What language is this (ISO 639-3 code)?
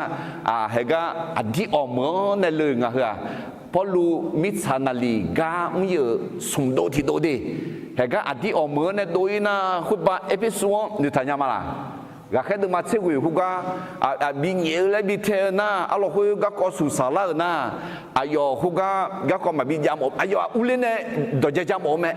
ahk